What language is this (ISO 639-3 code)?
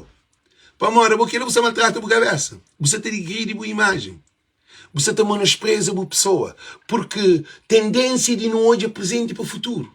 kea